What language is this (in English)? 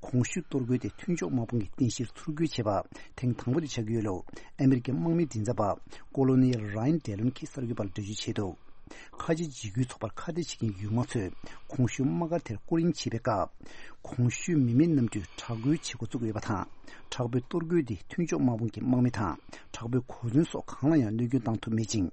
Tibetan